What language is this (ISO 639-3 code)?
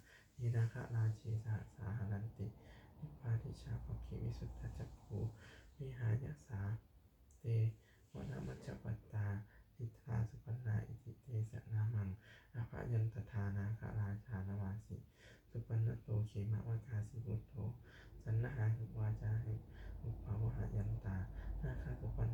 pli